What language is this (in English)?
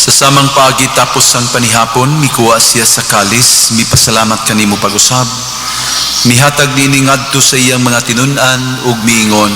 Cebuano